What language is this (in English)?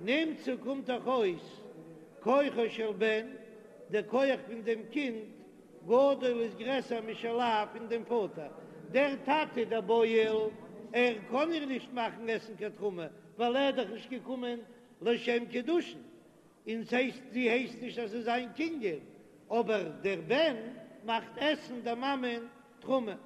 Yiddish